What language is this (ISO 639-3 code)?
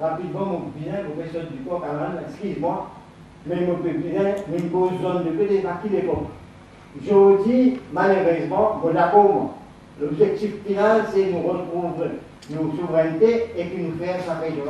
mfe